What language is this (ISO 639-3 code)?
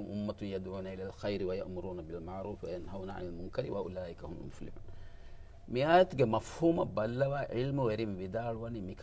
div